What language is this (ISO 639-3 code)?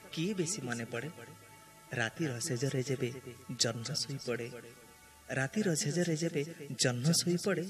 ori